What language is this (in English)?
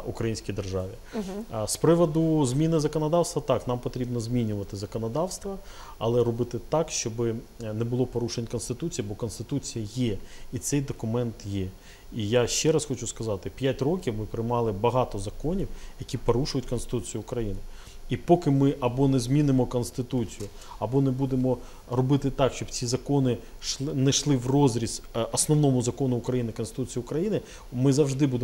Ukrainian